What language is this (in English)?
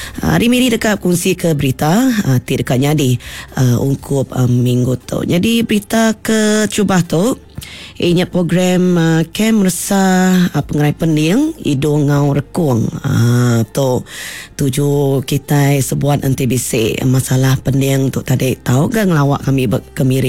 Iban